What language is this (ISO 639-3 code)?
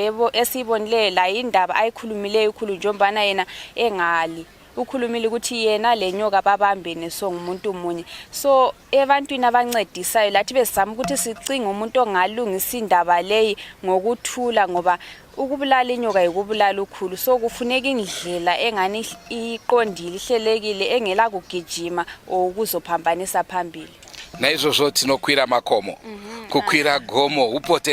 sna